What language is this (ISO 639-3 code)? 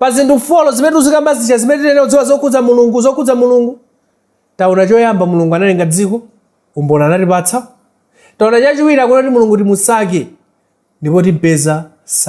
nya